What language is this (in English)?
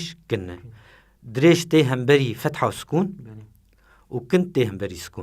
Kurdish